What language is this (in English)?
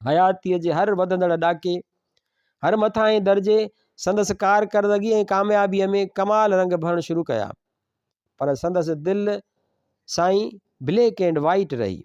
Sindhi